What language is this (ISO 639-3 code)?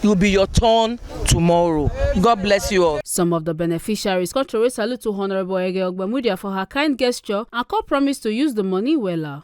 pcm